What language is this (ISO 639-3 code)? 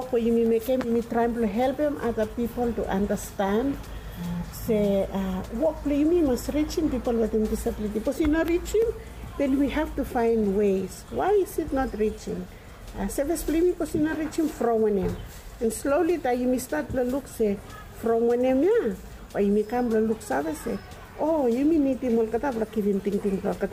bis